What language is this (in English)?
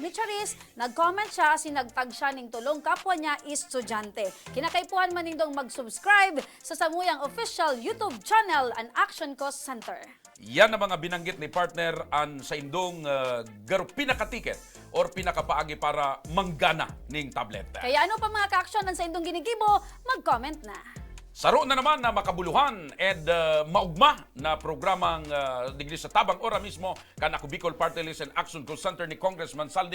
Bikol